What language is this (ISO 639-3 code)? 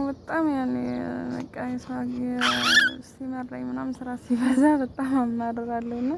amh